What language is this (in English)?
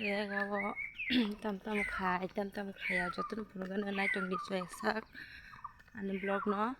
Kok Borok